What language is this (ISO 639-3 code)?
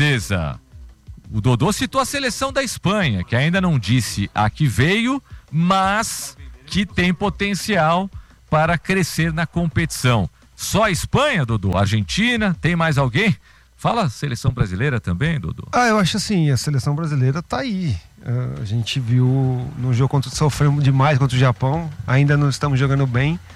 por